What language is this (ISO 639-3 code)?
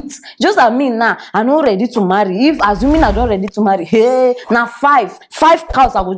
pcm